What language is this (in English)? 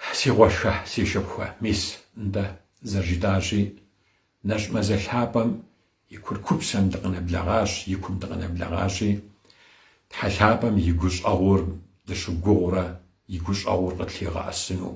Kabardian